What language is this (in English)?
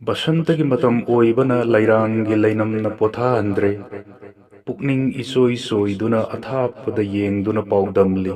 Manipuri